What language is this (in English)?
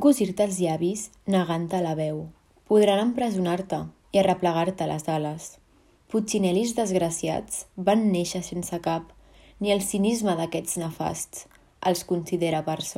Catalan